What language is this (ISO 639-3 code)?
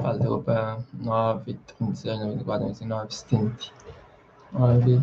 kea